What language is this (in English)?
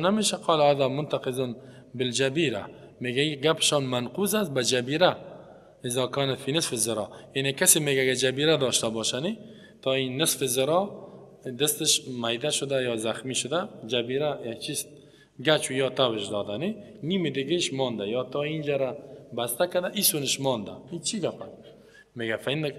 Persian